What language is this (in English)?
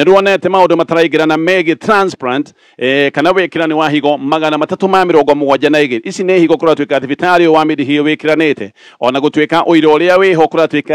Kikuyu